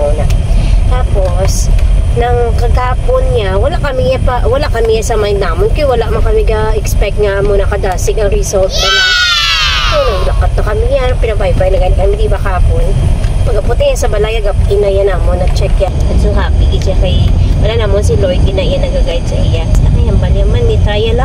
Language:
Hiligaynon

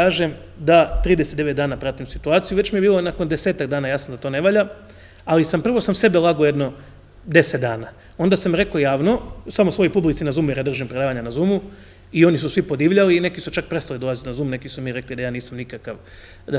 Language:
Croatian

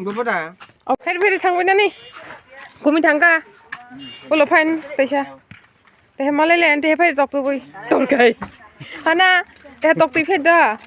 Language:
Kok Borok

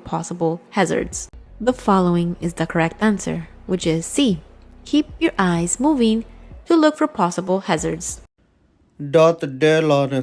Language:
S'gaw Karen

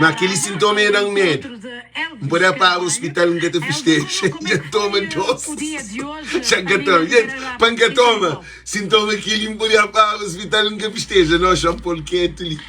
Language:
Kabuverdianu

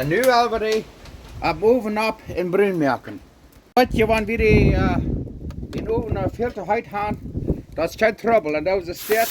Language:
Plautdietsch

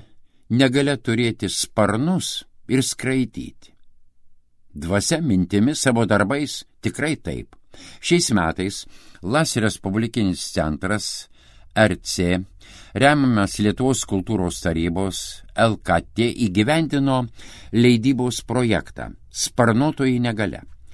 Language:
Lithuanian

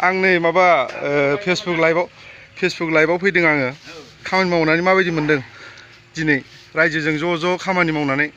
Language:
Bodo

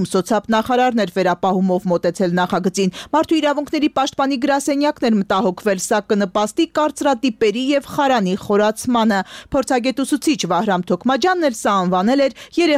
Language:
Armenian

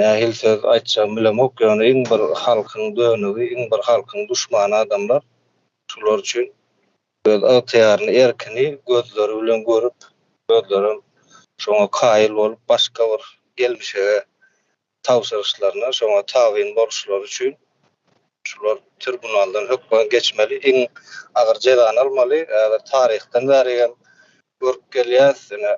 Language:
Turkmen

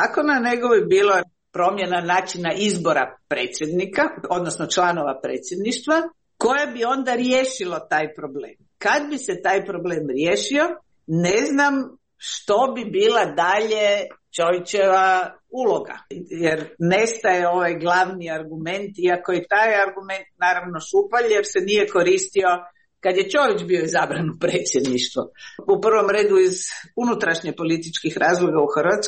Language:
Croatian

